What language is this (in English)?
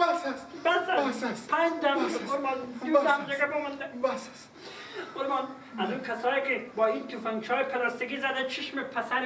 Persian